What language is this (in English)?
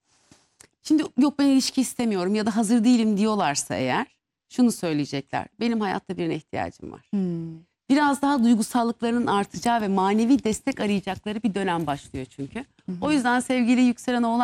Turkish